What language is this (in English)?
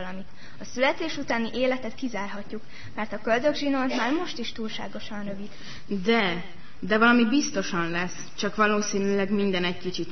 Hungarian